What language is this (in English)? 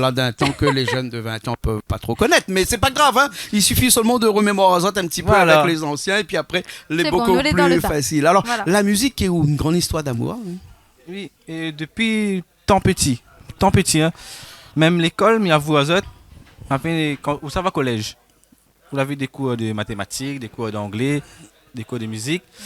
Réunion Creole French